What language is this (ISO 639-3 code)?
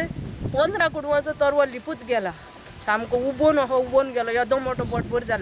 kok